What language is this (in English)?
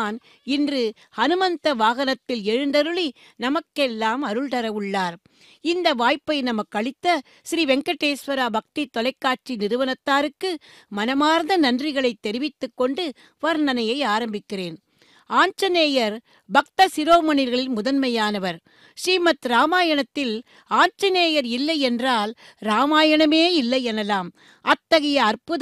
Tamil